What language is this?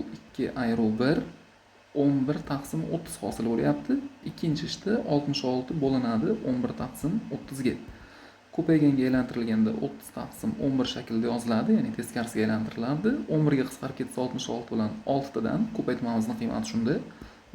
Uzbek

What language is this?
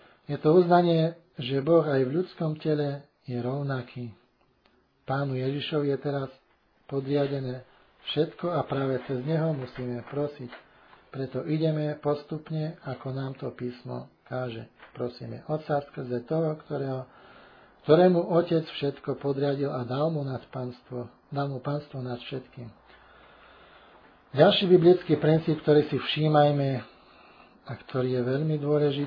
Slovak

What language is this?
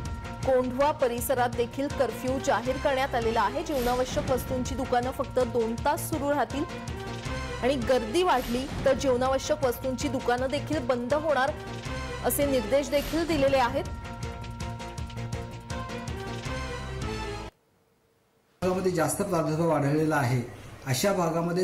Marathi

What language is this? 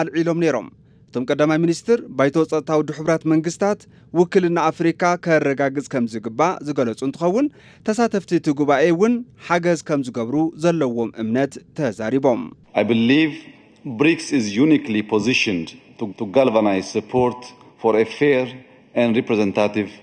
Tigrinya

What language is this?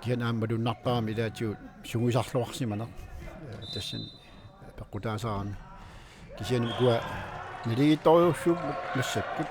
Kalaallisut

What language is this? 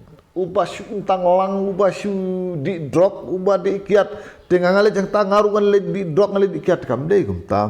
Khasi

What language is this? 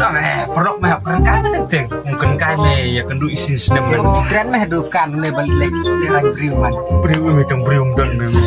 Khasi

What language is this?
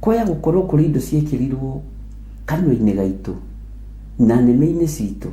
Kikuyu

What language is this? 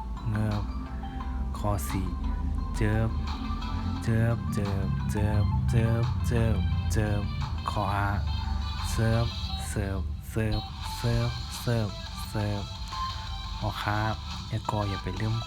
Shan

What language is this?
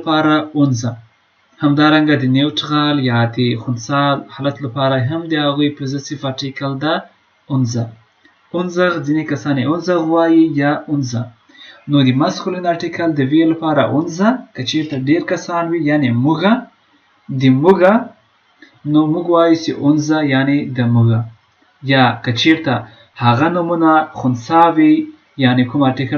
Pashto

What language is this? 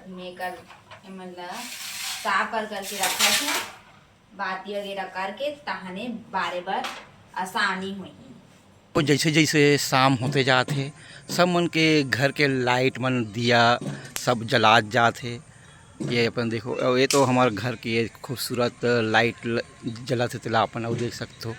Chhattisgarhi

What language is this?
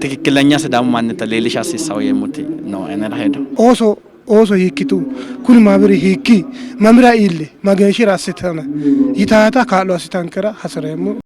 Sidamo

